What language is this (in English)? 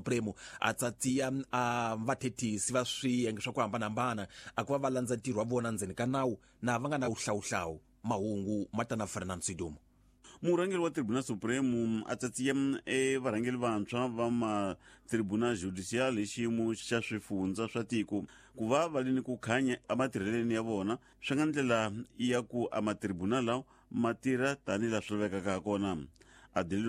Tsonga